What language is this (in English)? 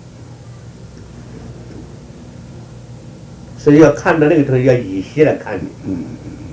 Chinese